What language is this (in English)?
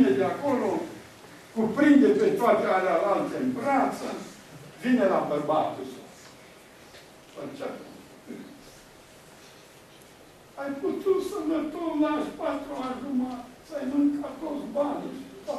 Romanian